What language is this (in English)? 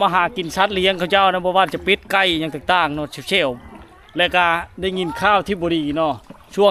Lao